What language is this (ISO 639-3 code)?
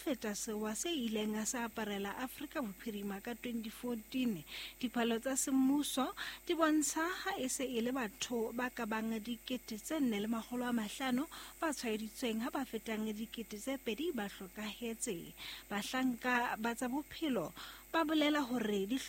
sot